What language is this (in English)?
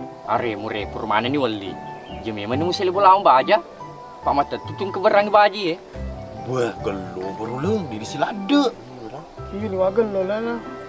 Buginese